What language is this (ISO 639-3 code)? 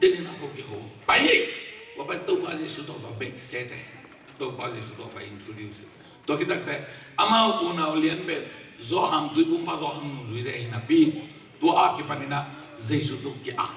ctd